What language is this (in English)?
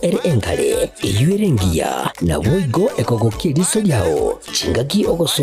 Gusii